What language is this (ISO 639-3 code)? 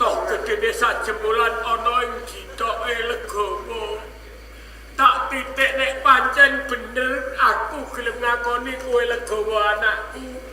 jav